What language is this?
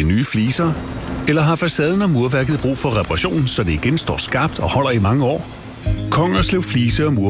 Danish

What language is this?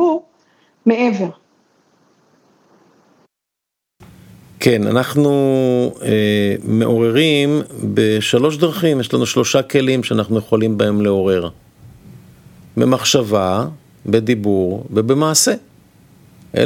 Hebrew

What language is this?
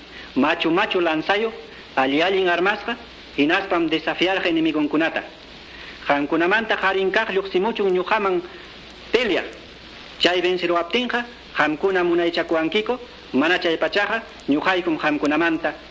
Ayacucho Quechua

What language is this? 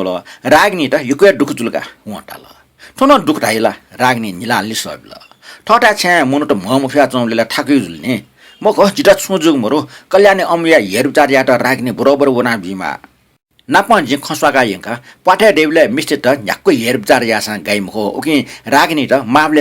Newari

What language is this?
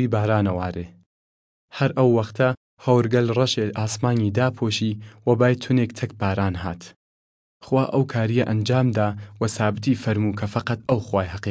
Southern Kurdish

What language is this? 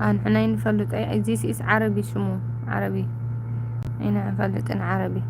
Tigrinya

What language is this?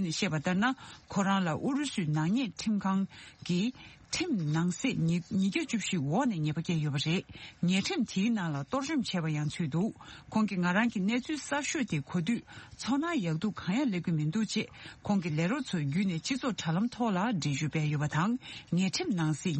Tibetan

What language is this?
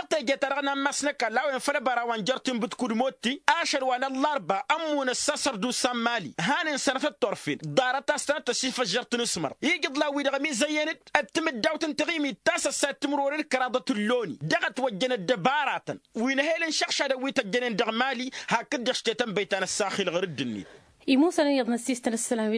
Tamasheq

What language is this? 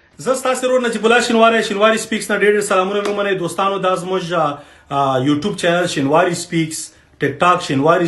Pashto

